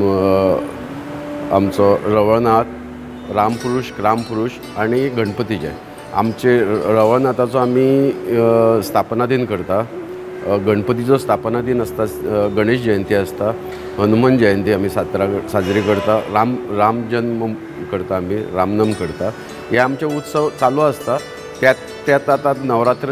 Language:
Konkani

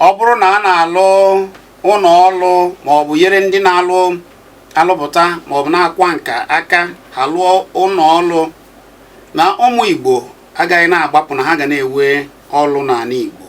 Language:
Igbo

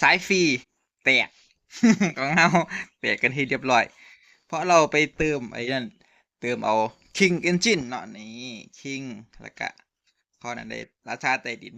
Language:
Northeastern Thai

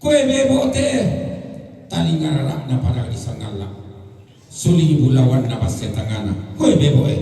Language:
Toraja-Sa'dan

